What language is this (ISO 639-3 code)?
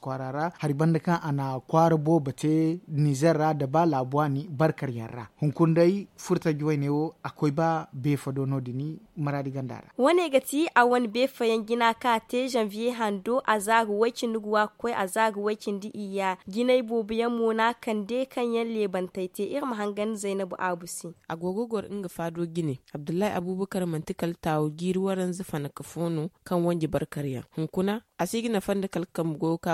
dje